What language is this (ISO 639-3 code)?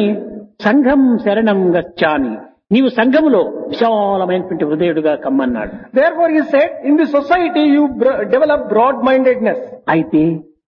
tel